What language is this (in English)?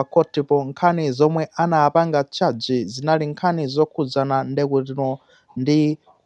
Nyanja